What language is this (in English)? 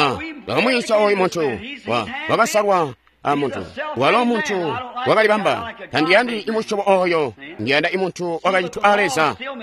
Tonga (Zambia)